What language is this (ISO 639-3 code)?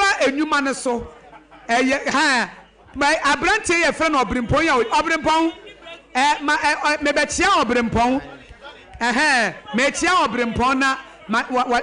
aka